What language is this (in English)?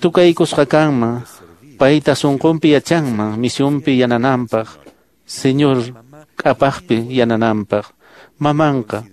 Quechua